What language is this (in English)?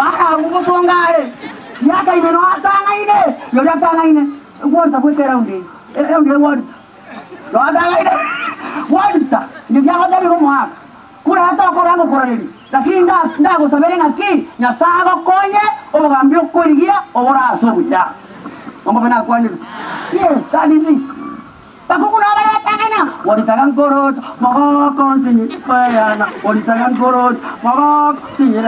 Gusii